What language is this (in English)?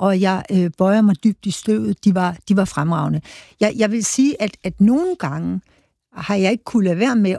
Danish